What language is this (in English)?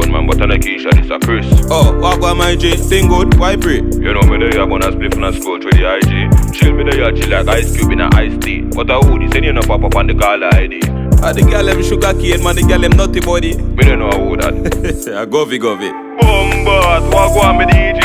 Jamaican Creole English